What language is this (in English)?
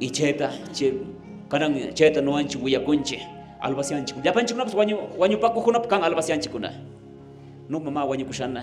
Quechua